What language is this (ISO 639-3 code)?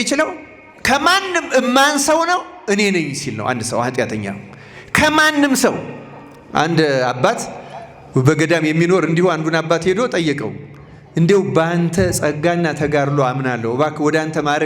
amh